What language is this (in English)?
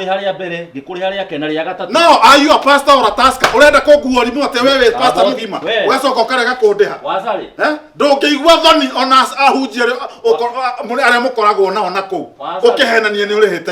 Kikuyu